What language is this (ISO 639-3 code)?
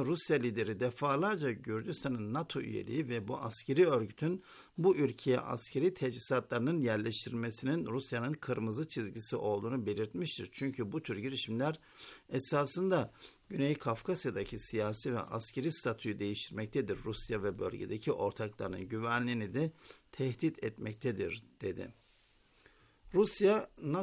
tur